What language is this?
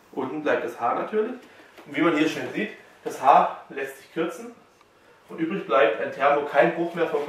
German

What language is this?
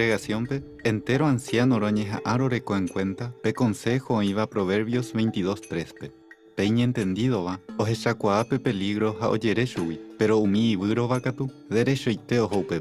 Guarani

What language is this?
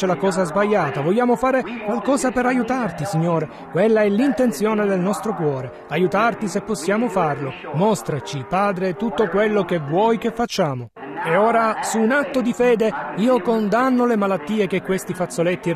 Italian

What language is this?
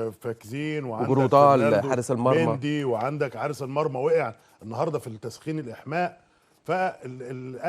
Egyptian Arabic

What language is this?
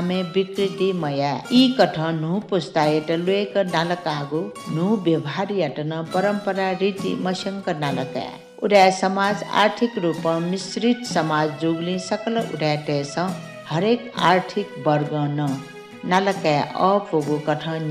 Newari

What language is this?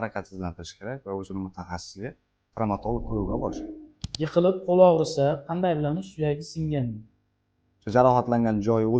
Uzbek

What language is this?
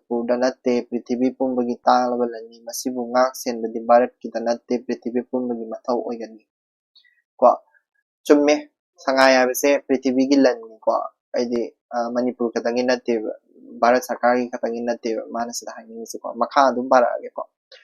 Manipuri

